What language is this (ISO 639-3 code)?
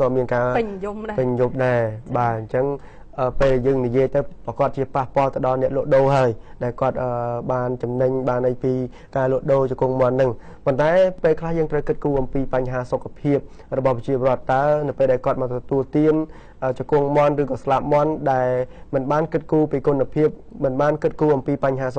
khm